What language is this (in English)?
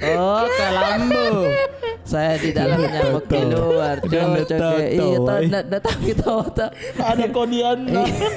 Makassar Malay